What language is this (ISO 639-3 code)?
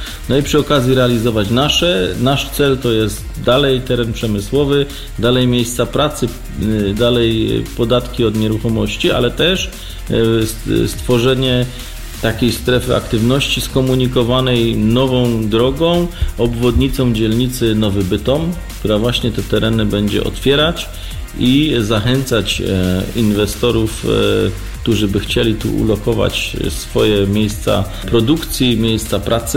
pol